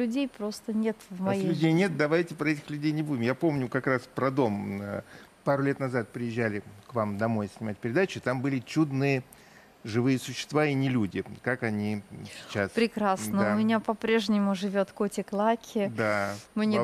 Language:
Russian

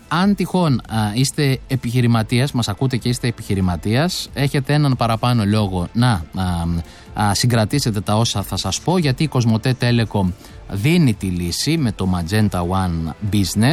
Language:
Greek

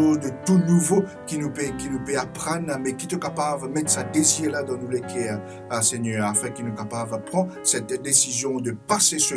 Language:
Morisyen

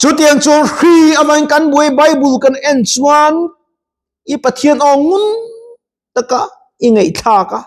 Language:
Mizo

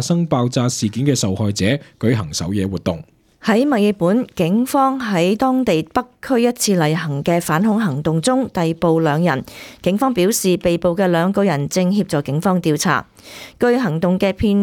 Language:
Cantonese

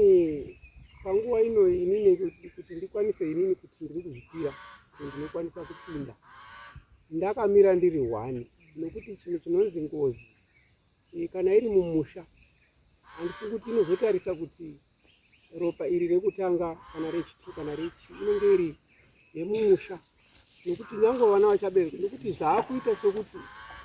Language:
Shona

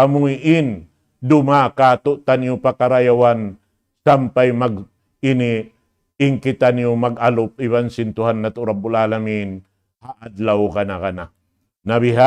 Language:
Tausug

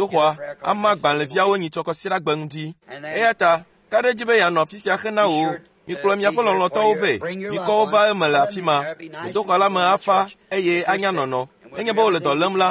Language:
Ewe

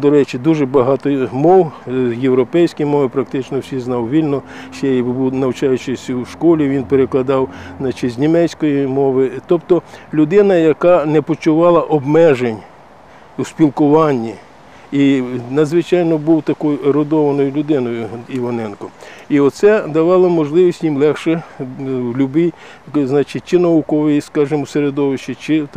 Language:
Ukrainian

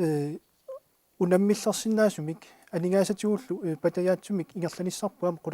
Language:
Kalaallisut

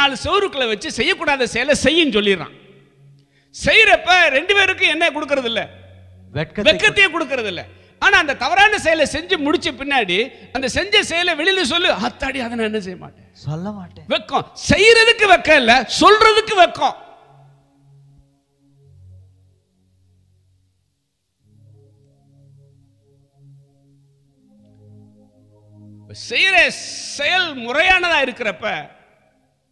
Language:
Tamil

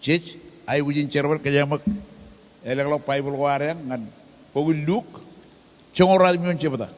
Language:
Marshallese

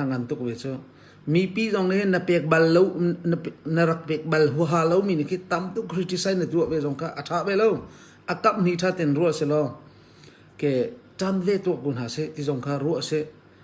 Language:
Hakha Chin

